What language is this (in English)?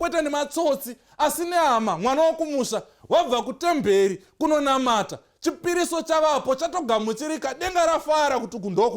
Shona